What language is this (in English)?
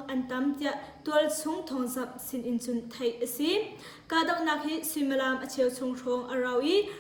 Hakha Chin